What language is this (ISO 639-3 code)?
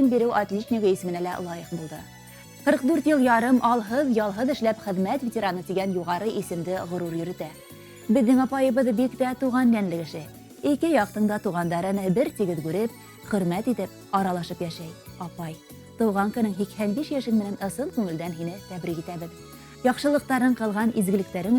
bak